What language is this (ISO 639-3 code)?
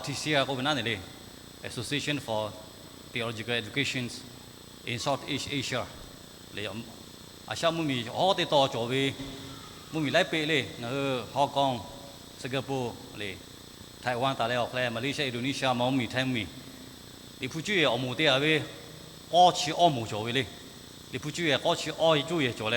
lhu